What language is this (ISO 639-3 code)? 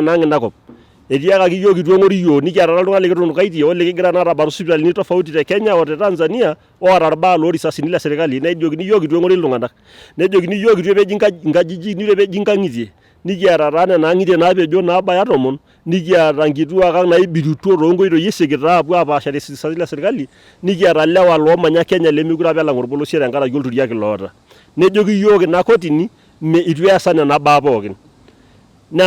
mas